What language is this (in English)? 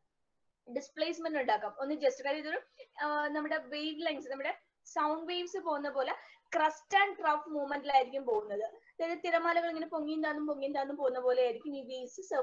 Malayalam